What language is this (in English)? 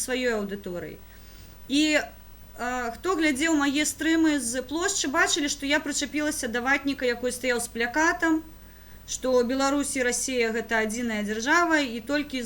Belarusian